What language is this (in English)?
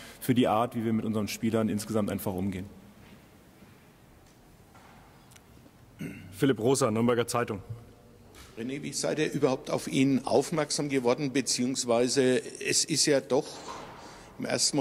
German